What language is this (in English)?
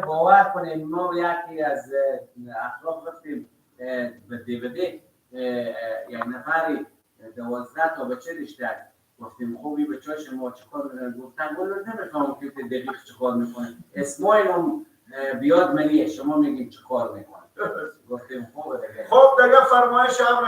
Persian